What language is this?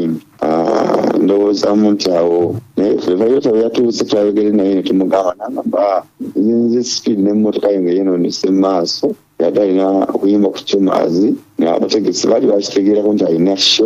Ganda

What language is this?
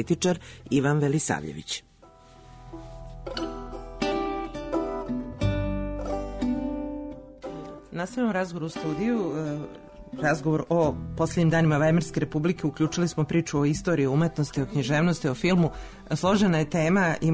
Serbian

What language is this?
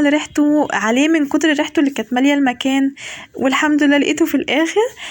Egyptian Arabic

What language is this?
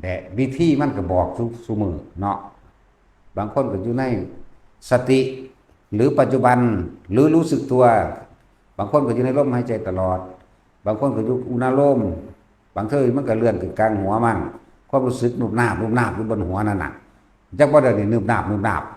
Lao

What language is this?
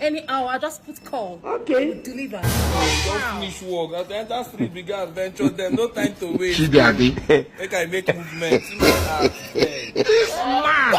Nigerian Pidgin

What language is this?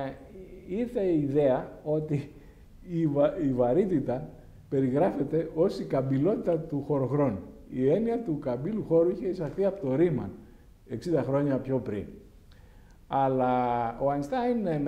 Greek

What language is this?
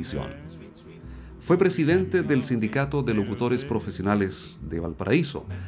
Spanish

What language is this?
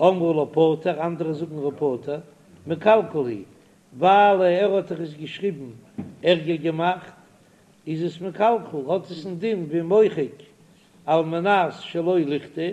Yiddish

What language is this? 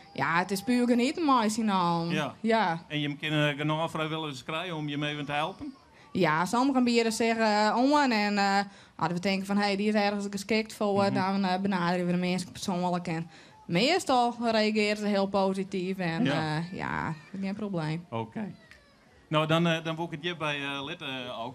Western Frisian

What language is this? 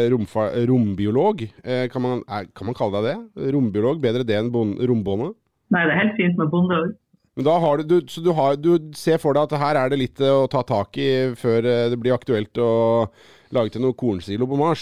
Norwegian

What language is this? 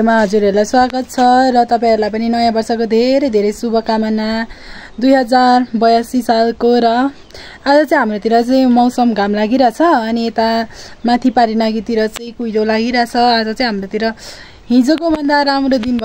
Nepali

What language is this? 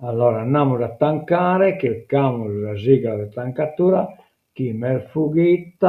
Sardinian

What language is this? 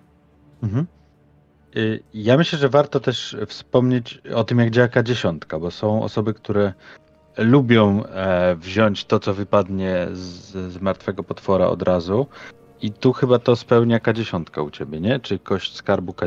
Polish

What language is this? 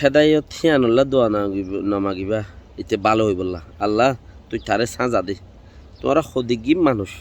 Rohingya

